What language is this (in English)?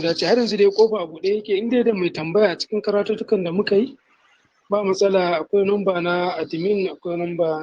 Hausa